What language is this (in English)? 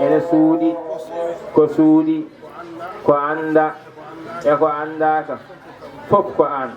Fula